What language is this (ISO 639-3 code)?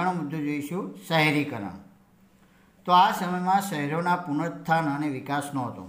guj